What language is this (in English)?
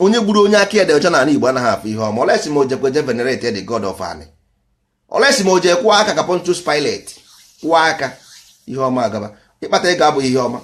Igbo